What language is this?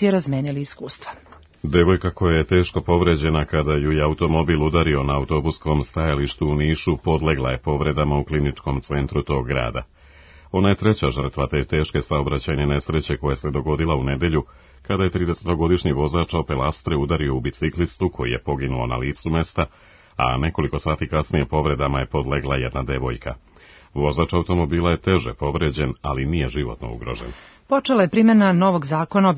Serbian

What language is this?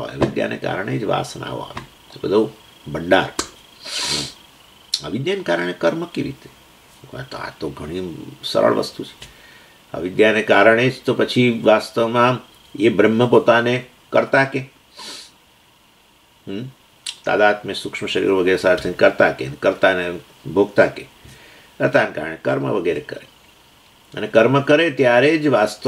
Gujarati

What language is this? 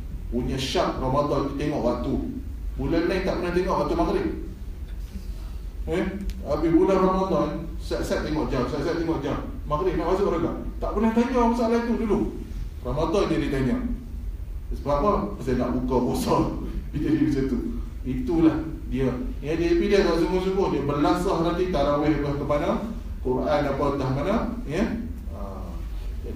Malay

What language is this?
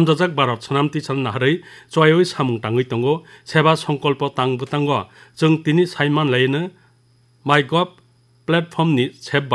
Kok Borok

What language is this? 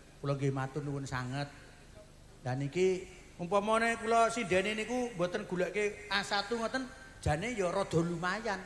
Javanese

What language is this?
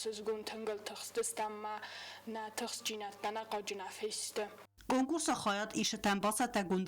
Ossetic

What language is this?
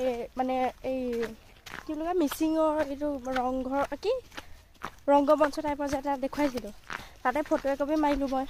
Assamese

